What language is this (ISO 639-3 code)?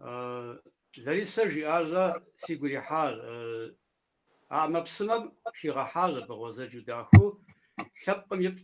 kbd